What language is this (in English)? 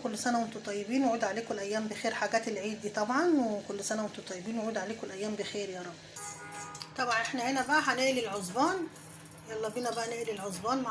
Egyptian Arabic